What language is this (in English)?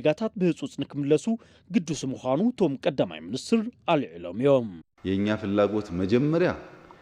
Tigrinya